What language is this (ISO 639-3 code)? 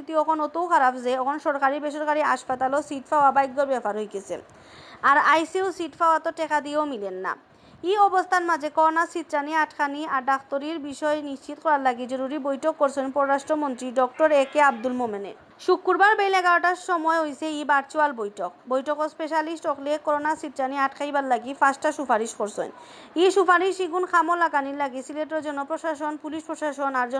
syl